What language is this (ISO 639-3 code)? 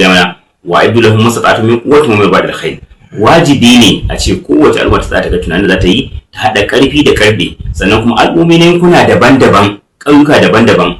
hau